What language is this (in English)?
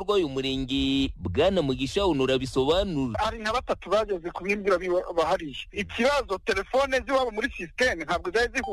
Kinyarwanda